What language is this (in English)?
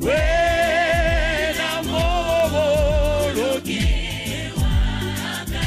Tswana